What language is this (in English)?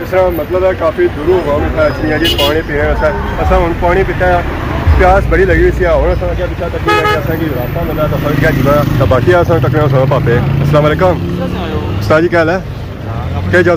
Pahari-Potwari